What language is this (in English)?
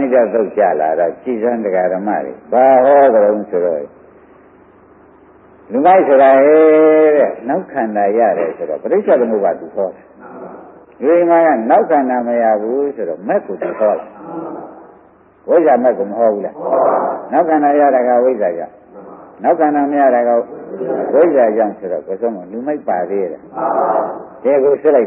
Burmese